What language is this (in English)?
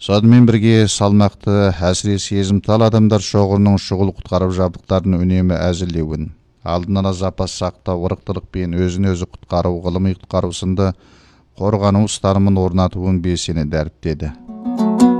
Kazakh